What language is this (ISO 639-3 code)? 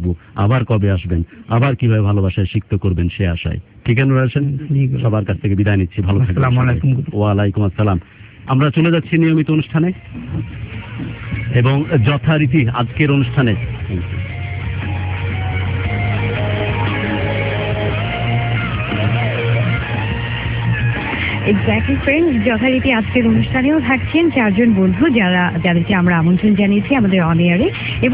ben